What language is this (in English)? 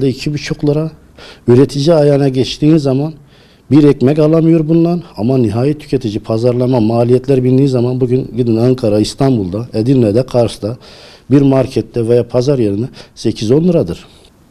Turkish